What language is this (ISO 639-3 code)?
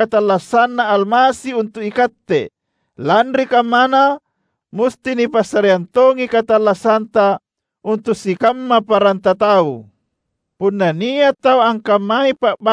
mak